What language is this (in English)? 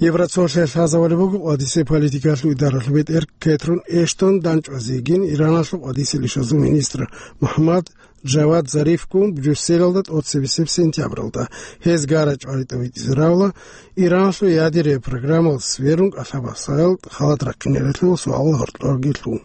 Avaric